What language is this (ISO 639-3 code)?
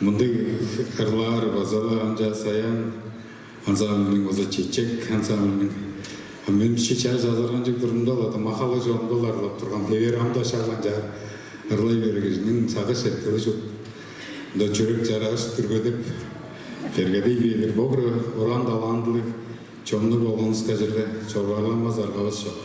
tyv